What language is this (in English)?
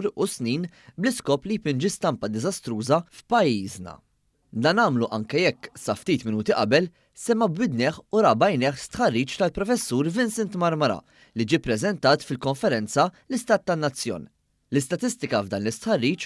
Maltese